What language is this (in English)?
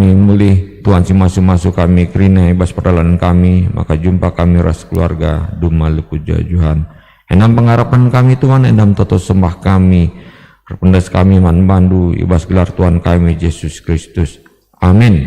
Batak Karo